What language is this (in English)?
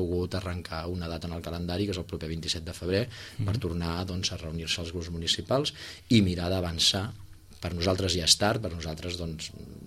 Catalan